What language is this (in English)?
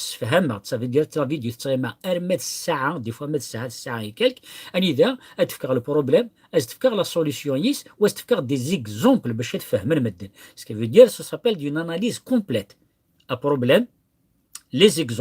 Kabyle